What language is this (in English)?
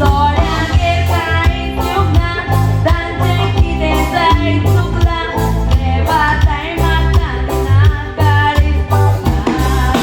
Konkani